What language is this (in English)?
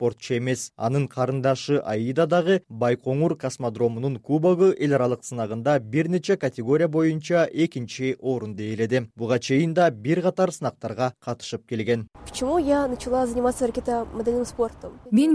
Kyrgyz